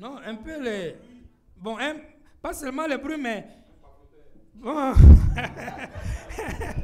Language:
French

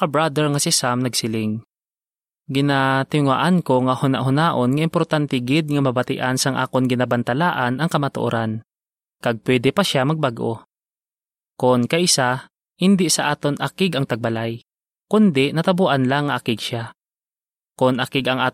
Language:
Hiligaynon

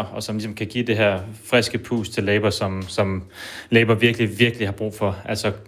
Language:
Danish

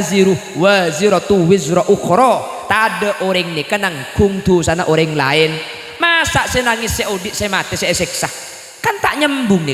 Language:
Madurese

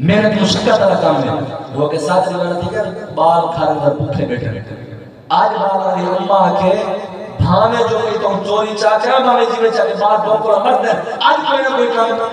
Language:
Saraiki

